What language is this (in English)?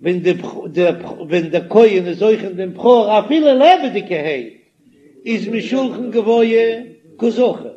Yiddish